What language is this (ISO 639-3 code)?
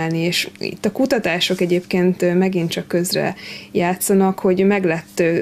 hun